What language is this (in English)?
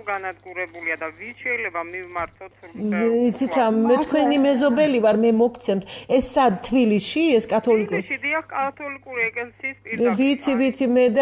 Georgian